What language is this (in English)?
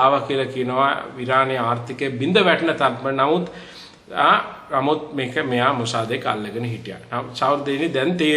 Sinhala